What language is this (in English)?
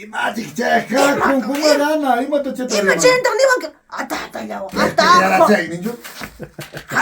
Ayacucho Quechua